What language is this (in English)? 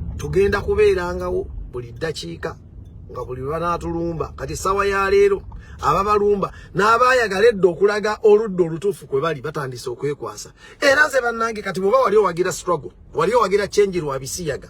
Ganda